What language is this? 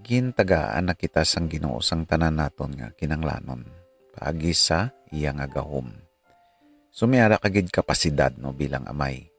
Hiligaynon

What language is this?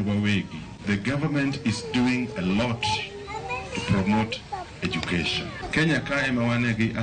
Luo (Kenya and Tanzania)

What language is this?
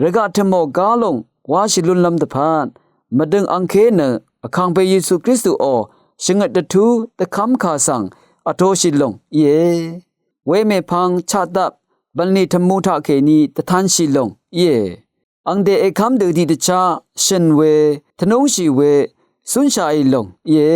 Rawang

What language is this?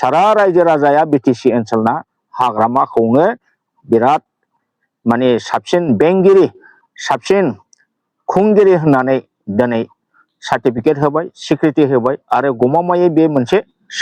Bodo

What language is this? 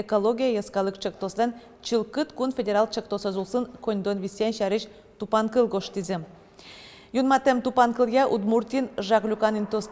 Udmurt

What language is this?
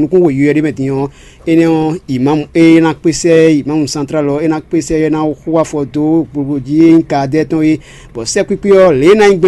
Fon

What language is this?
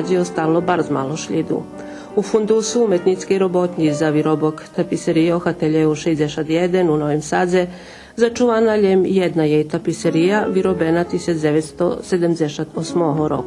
Rusyn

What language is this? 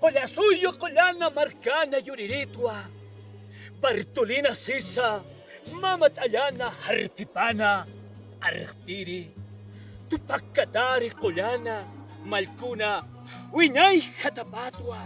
Aymara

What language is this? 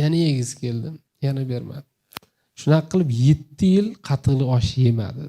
Uzbek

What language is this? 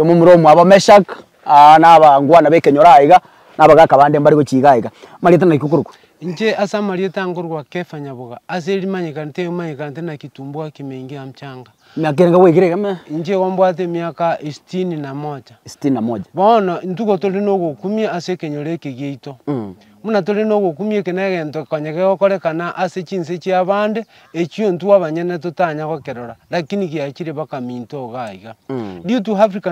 Gusii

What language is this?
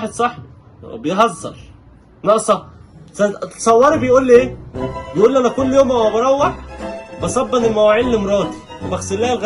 Egyptian Arabic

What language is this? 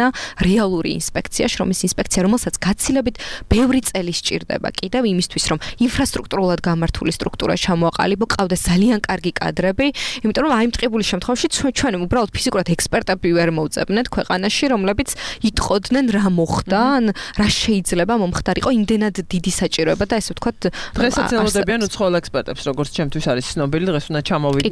Georgian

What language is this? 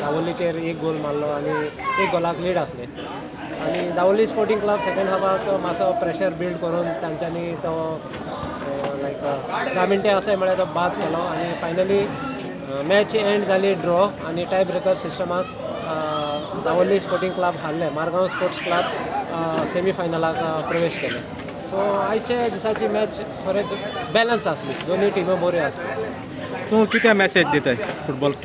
Konkani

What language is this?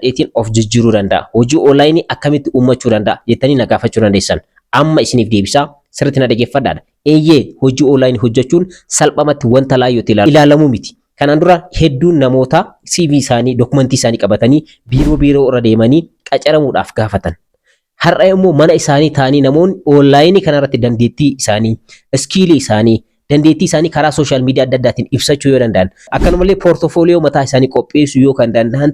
Oromo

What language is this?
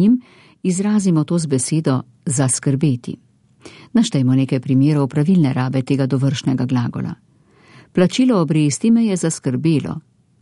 Slovenian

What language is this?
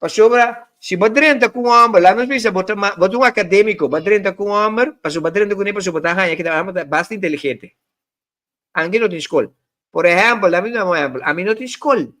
Papiamento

